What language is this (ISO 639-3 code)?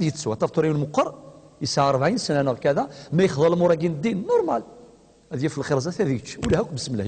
kab